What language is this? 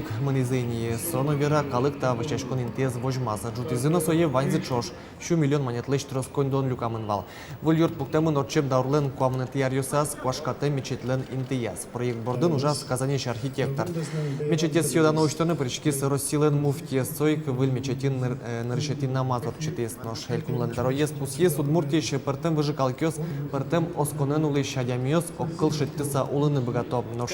Udmurt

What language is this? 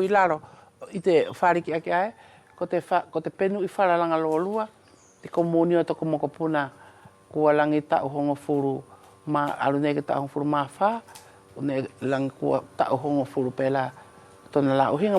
Wallisian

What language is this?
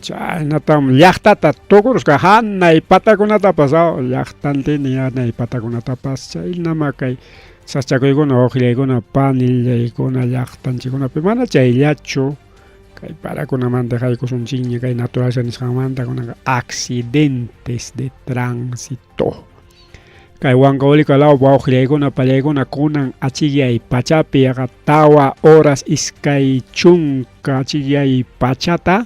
Ayacucho Quechua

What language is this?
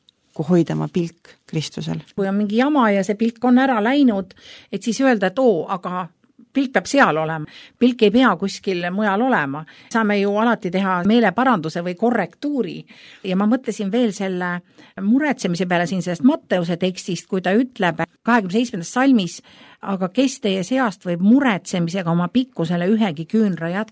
Estonian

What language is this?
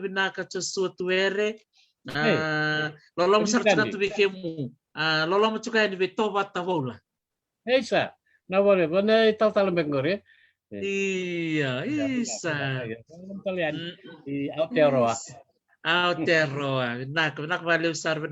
Fijian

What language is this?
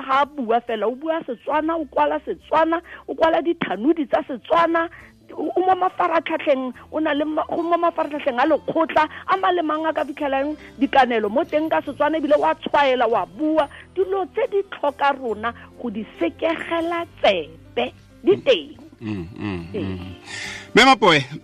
Tswana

